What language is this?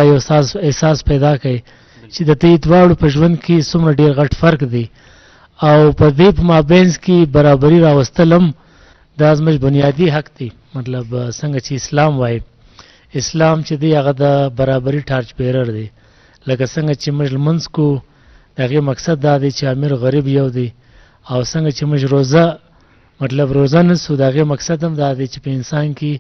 Eastern Balochi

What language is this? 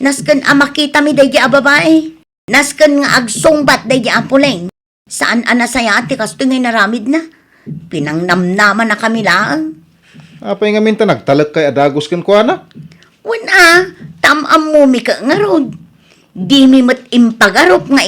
Iloko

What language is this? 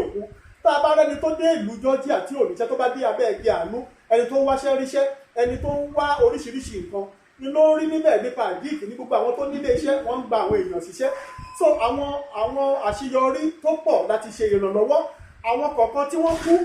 Yoruba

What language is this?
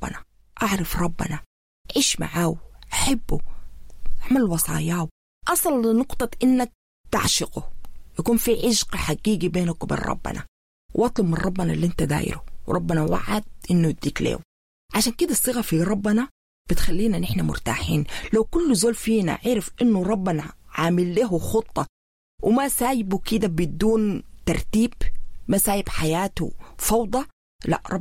Sudanese Arabic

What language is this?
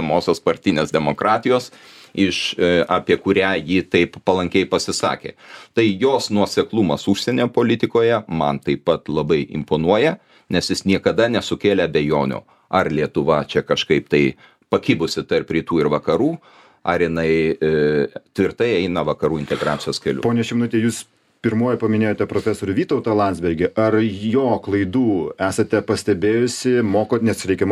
Lithuanian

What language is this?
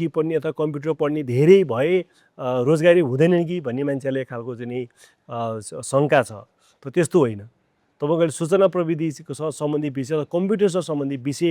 Nepali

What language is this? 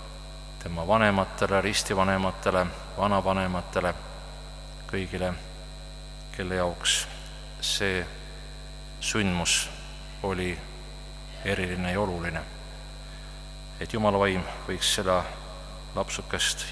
Estonian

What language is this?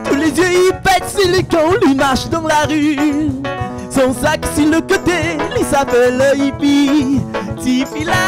Réunion Creole French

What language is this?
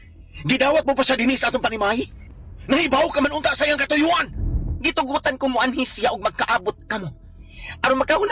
Cebuano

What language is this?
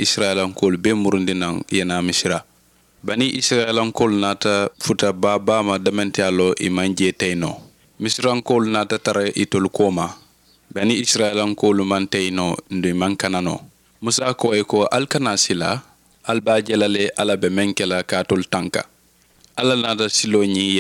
Mandingo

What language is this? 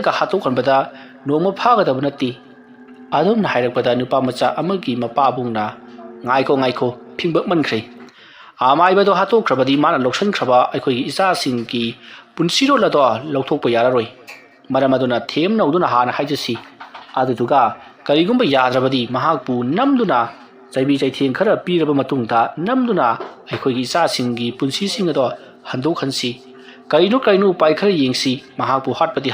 Manipuri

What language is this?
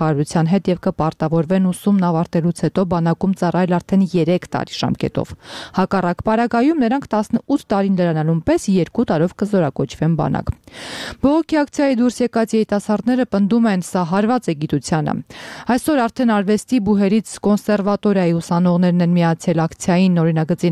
Armenian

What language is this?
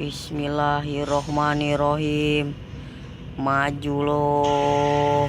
Betawi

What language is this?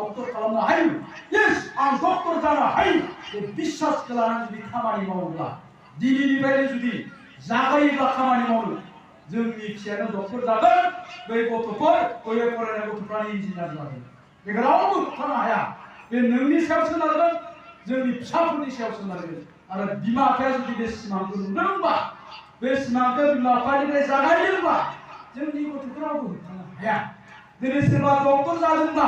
Bodo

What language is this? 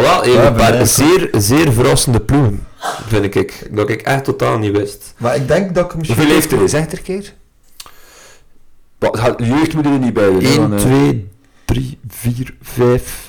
Dutch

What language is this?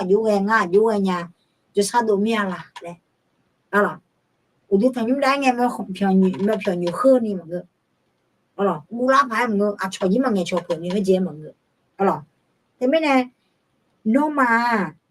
Akha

